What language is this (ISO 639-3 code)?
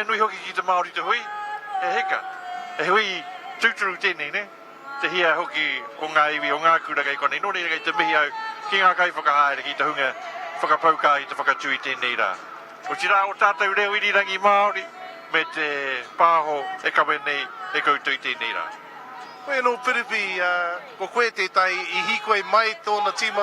mri